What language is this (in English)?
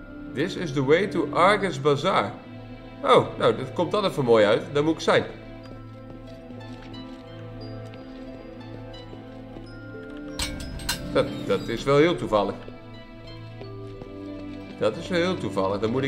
Dutch